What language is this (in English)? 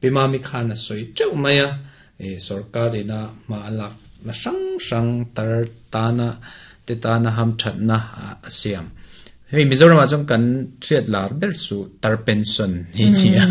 Mizo